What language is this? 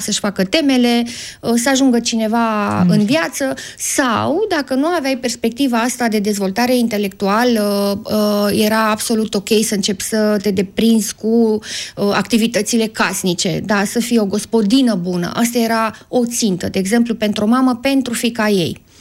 Romanian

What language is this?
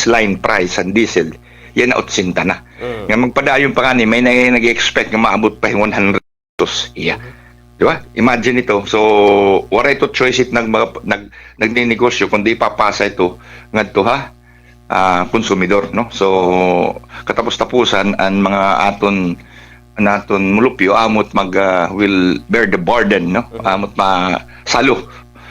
Waray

